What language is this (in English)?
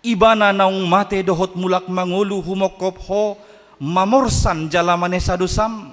Batak Toba